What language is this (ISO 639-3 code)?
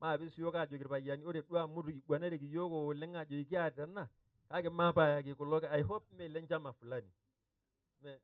mas